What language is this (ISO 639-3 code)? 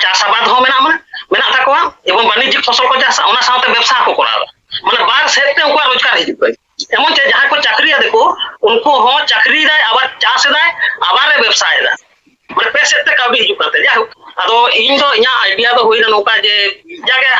sat